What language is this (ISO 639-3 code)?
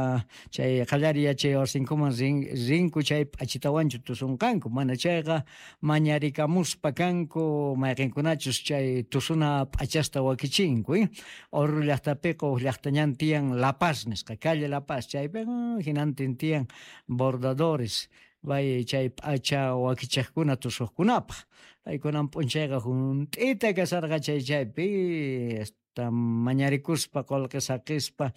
que